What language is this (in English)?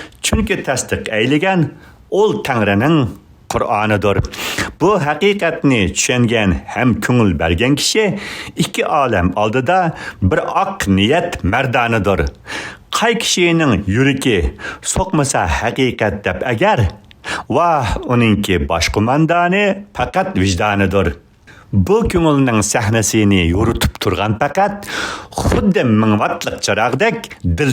Uyghur